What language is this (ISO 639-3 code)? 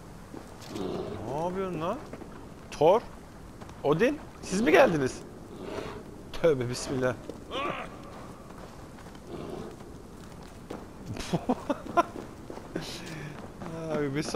tur